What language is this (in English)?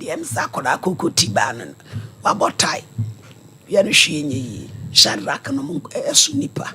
Akan